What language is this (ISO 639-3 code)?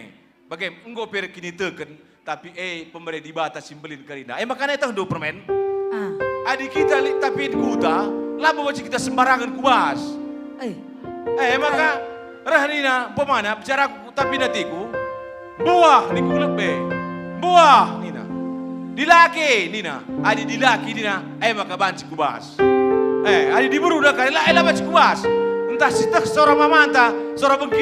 btx